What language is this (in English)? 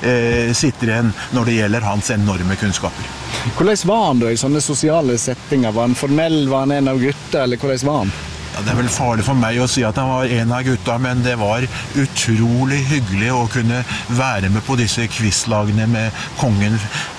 Norwegian